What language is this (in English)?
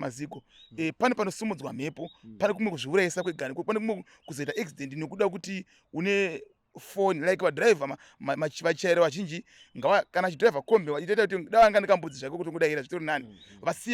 Shona